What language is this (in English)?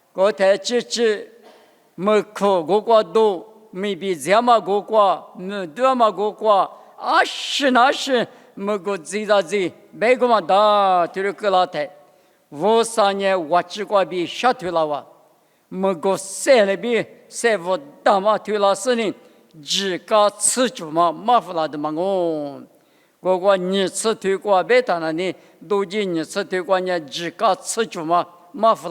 Lisu